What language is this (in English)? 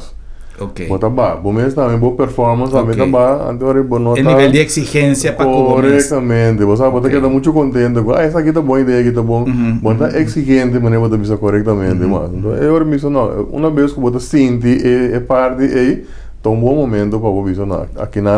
Papiamento